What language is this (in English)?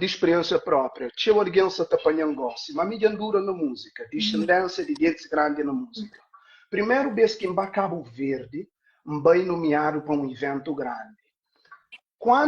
Kabuverdianu